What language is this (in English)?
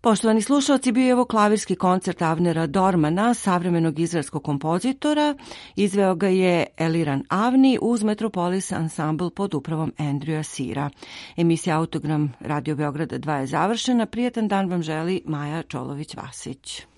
Serbian